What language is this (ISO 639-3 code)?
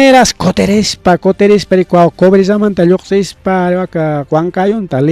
quy